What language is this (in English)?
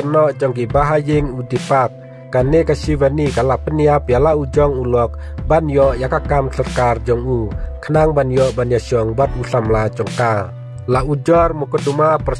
Khasi